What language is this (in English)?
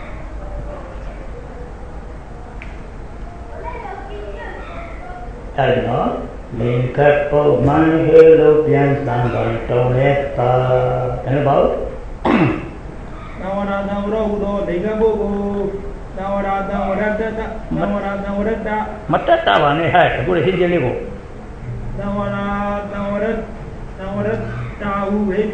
Burmese